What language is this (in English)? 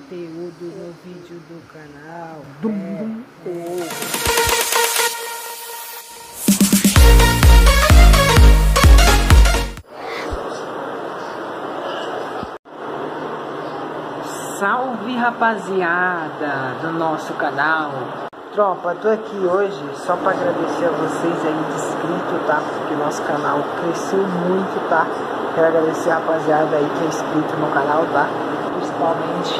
Portuguese